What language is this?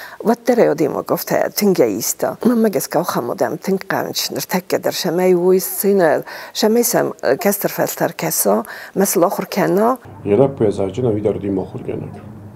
Ossetic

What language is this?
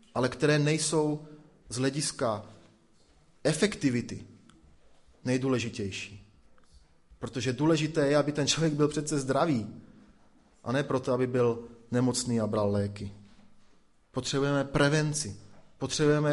Czech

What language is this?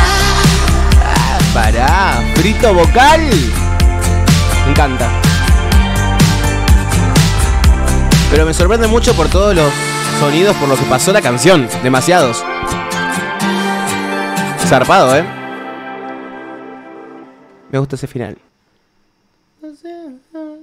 Spanish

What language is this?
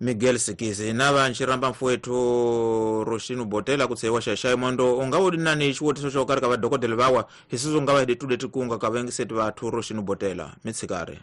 Tsonga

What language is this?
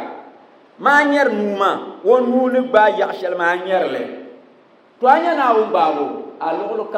Dagbani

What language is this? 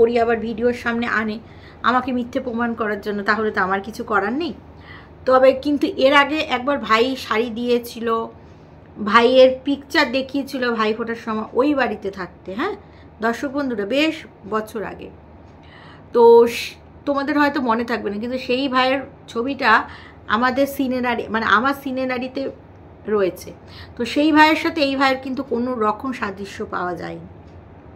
Bangla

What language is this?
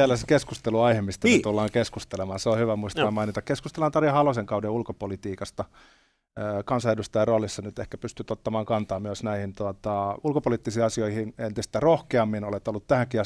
Finnish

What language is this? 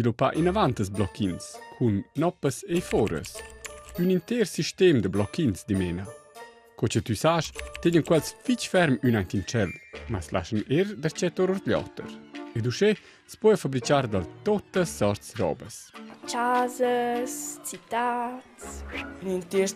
Romansh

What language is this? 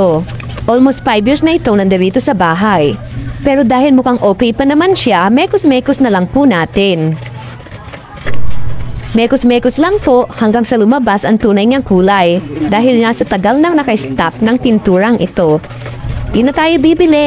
Filipino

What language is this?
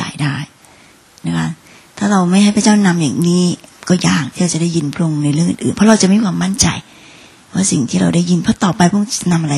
Thai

